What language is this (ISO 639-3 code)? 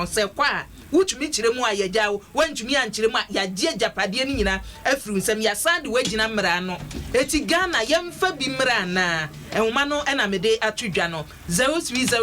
aka